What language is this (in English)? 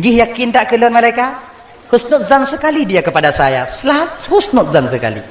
Achinese